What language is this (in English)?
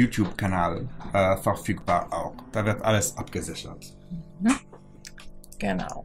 German